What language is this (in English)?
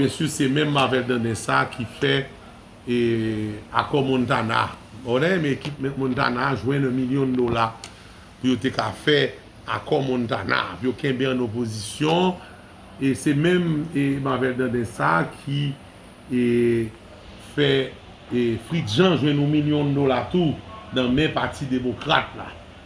Haitian Creole